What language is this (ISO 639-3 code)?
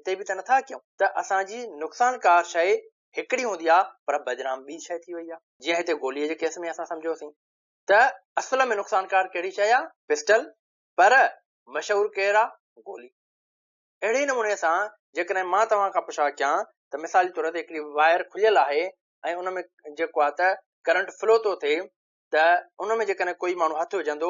snd